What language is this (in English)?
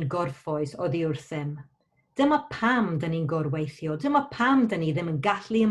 Welsh